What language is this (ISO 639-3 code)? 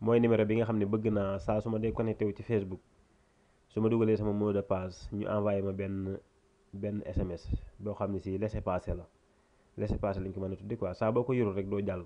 wol